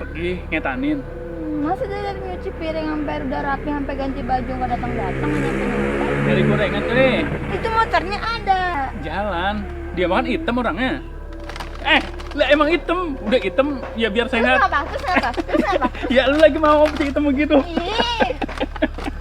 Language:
Betawi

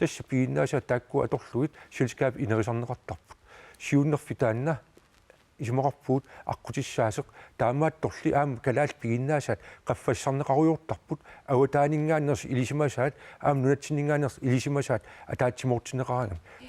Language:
Kalaallisut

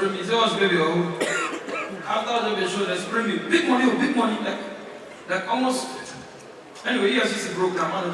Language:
Nigerian Pidgin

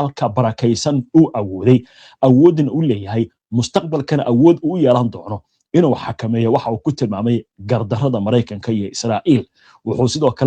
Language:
Somali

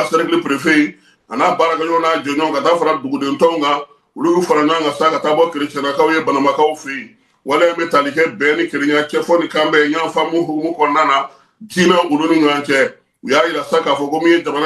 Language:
Bambara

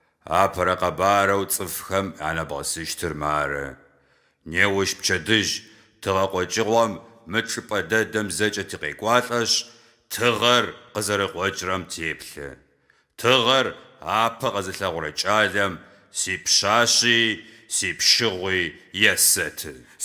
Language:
Adyghe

